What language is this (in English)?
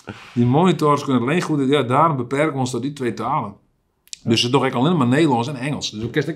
Western Frisian